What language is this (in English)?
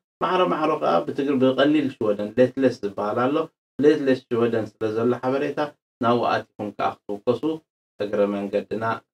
Tigrinya